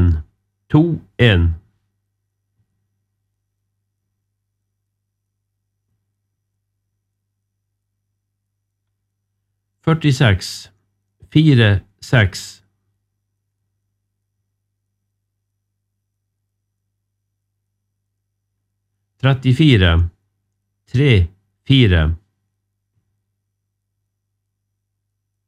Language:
Norwegian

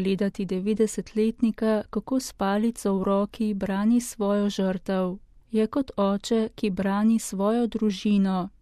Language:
Slovenian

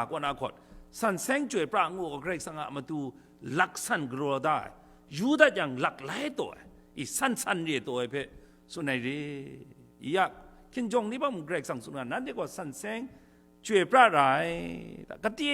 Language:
Kachin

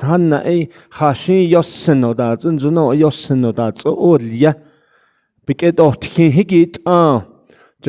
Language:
Navajo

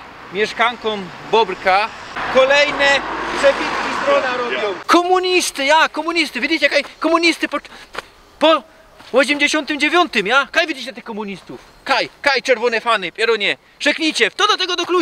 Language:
Silesian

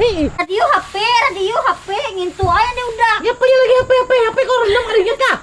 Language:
Banjar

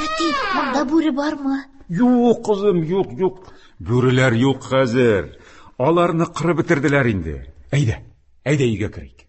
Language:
Tatar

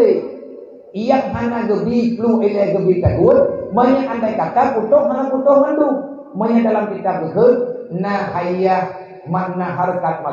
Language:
Achinese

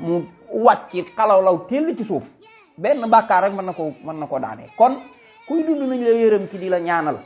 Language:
Wolof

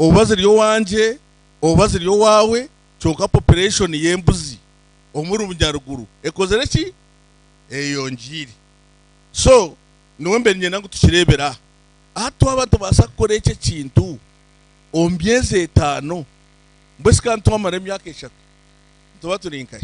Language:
Nyankole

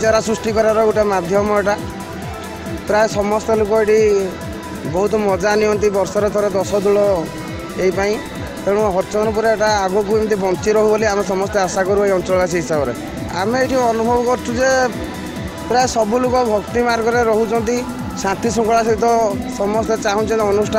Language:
Odia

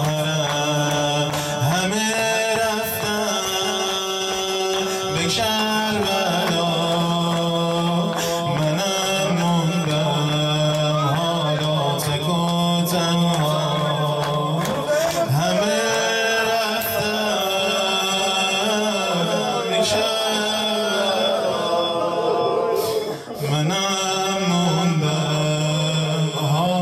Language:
Persian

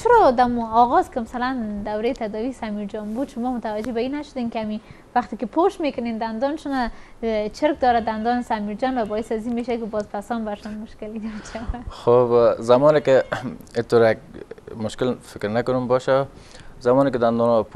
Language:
Persian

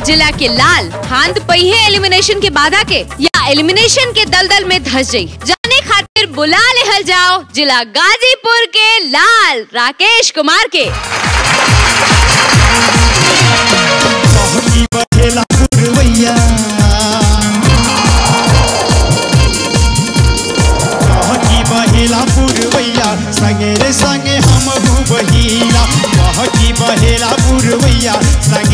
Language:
Bhojpuri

